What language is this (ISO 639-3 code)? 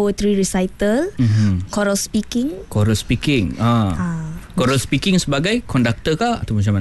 msa